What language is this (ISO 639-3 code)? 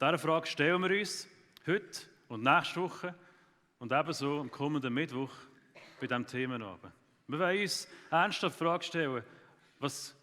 gsw